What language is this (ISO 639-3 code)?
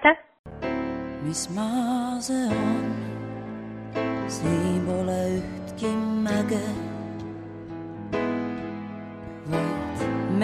est